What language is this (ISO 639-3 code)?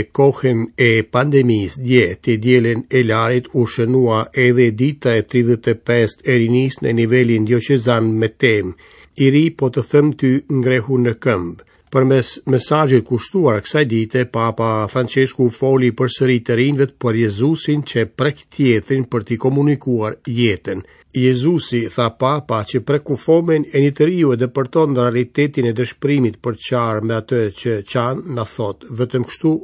sqi